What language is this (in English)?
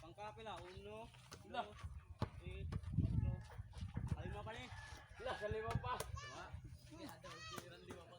Cebuano